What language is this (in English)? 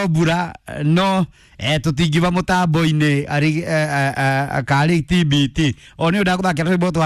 Kikuyu